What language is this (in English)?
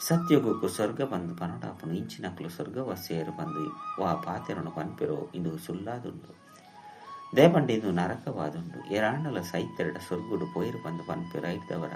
Tulu